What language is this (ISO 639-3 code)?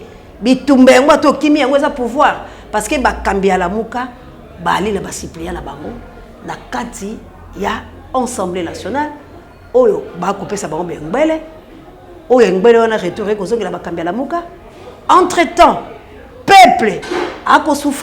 lin